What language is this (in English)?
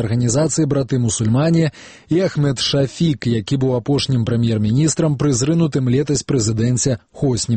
Belarusian